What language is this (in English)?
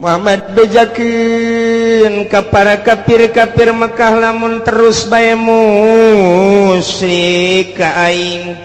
Sundanese